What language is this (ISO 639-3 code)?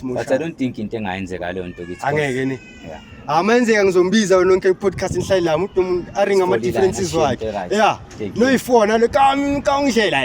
zul